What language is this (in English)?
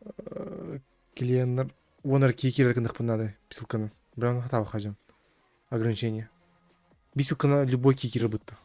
Yakut